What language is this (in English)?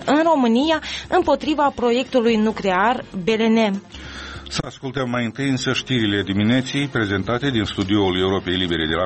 Romanian